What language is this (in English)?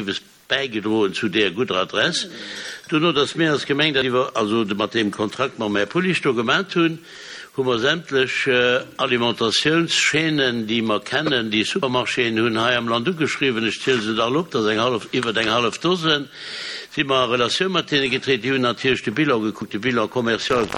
Luxembourgish